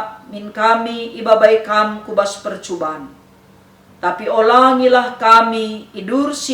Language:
Batak Karo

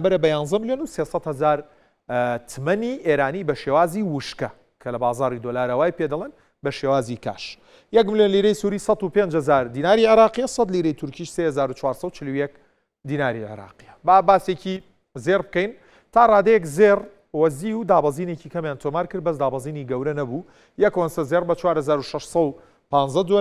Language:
Central Kurdish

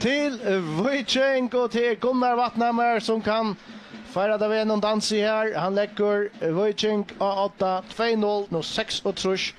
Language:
Faroese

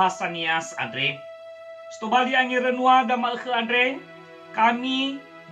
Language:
Nias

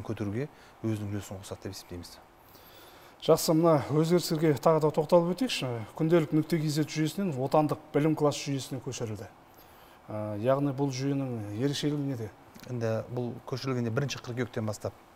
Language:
Kazakh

